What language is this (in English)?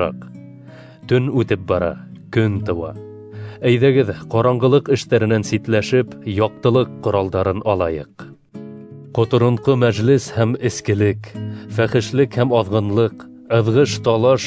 Bashkir